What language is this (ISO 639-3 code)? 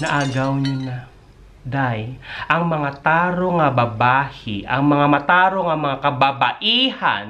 hil